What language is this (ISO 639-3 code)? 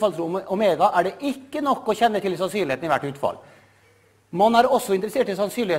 nor